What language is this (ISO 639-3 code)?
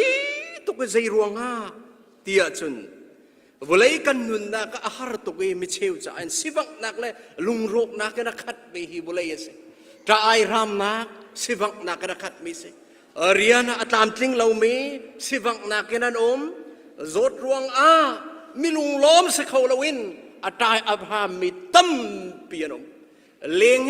cnh